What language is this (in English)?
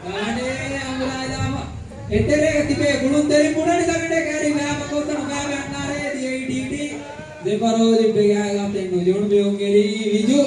Divehi